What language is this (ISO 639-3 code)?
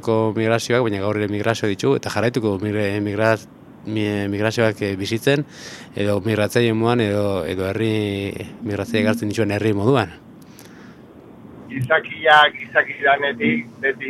eus